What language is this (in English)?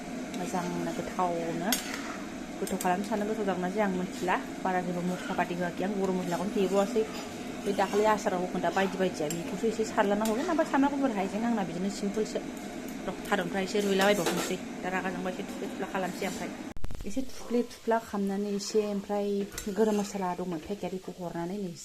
Bodo